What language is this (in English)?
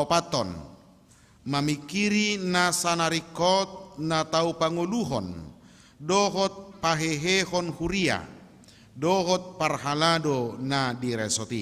Batak Toba